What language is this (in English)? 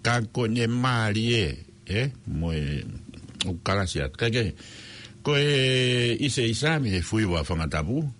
Tongan